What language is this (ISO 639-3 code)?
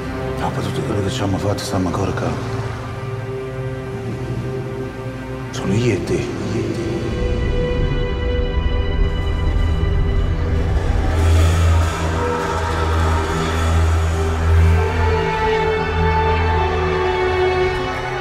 ita